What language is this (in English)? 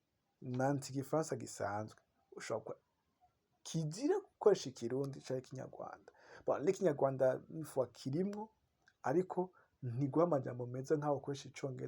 Rundi